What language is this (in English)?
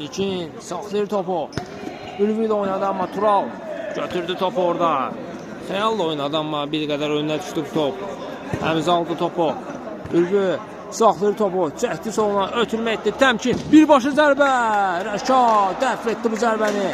Azerbaijani